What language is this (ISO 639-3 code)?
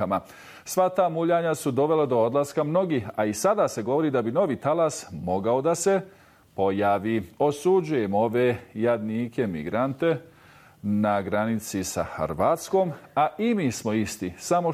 bos